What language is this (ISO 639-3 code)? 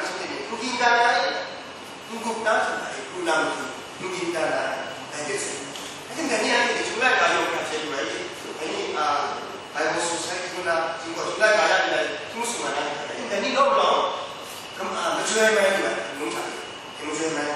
kac